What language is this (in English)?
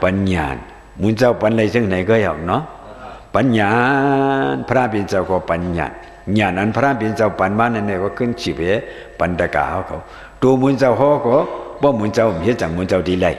Shan